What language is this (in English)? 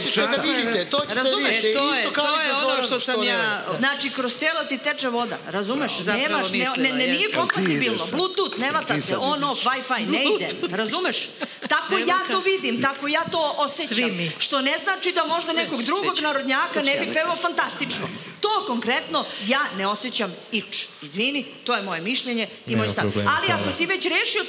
Serbian